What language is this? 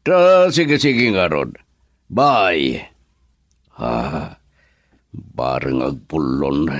Iloko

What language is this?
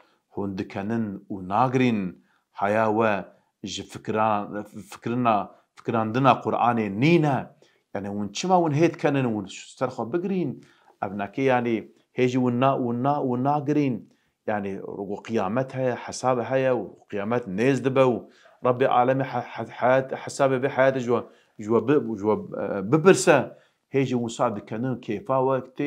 Kurdish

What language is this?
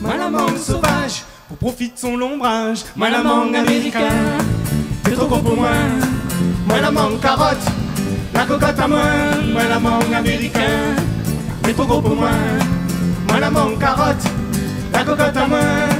Réunion Creole French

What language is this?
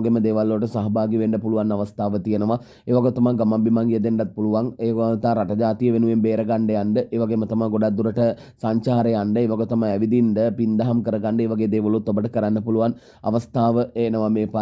Sinhala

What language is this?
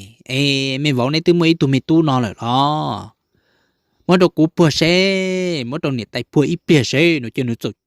Hmong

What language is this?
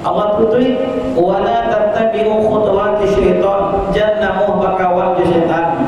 Minangkabau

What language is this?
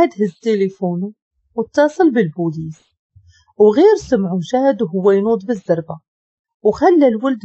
Moroccan Arabic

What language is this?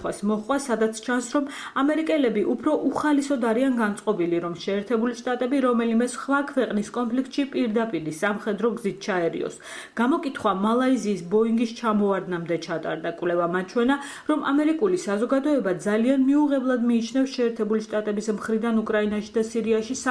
Georgian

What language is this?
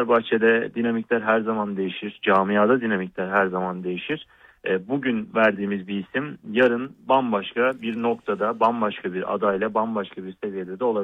Turkish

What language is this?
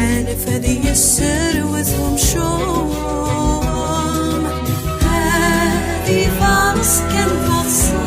Kabyle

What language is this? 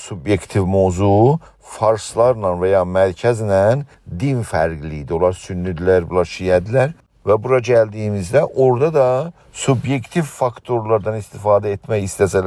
South Azerbaijani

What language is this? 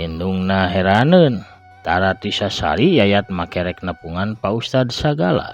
Sundanese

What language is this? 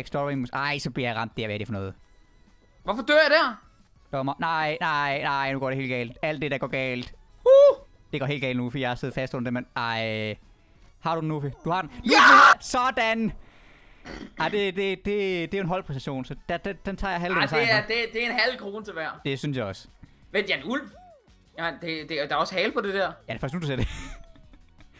Danish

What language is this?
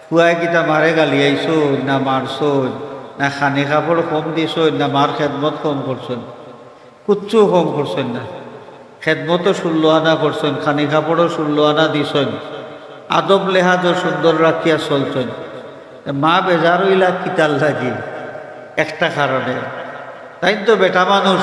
Sylheti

